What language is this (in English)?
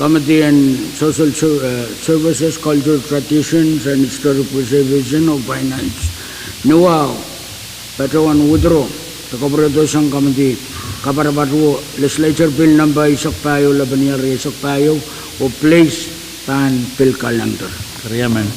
Pohnpeian